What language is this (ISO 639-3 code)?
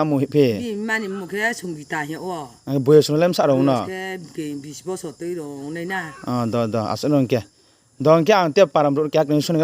ria